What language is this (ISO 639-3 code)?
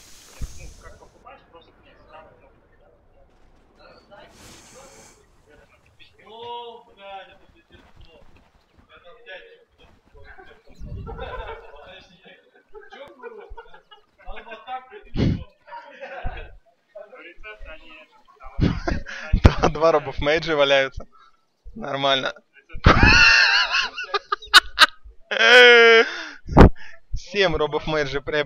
rus